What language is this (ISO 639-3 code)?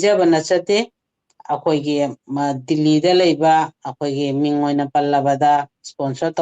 mni